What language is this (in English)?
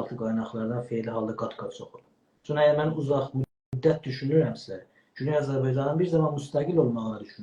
South Azerbaijani